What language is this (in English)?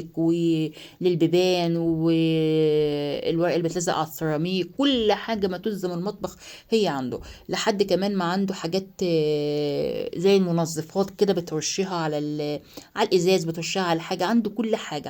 Egyptian Arabic